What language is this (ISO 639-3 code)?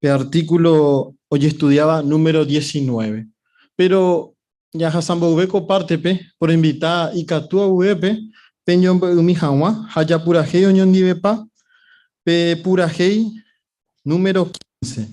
grn